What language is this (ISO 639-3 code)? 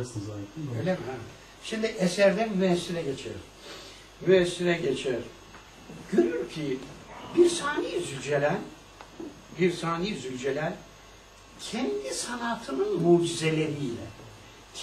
tur